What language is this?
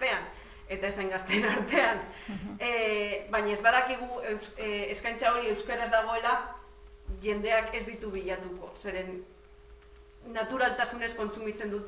Basque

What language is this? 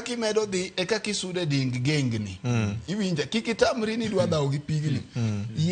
Luo (Kenya and Tanzania)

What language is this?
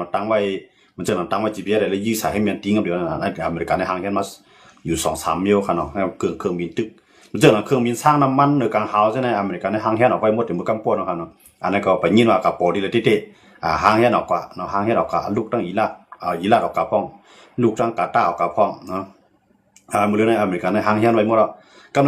Shan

